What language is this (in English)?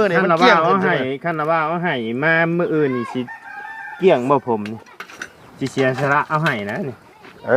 Lao